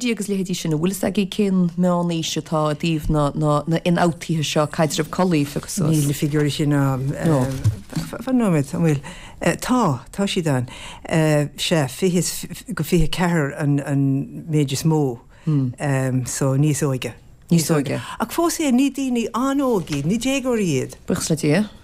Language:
Irish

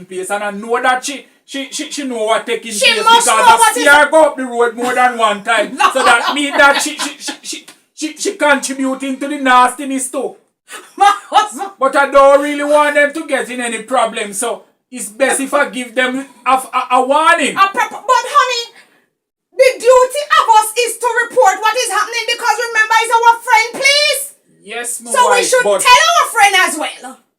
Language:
Jamaican Creole English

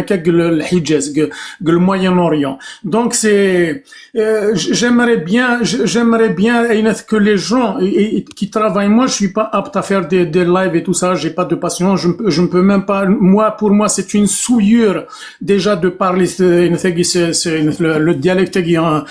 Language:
Kabyle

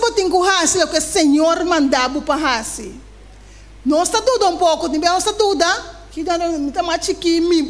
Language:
Papiamento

